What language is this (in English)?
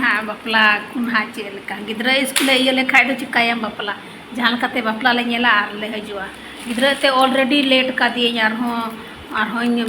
Santali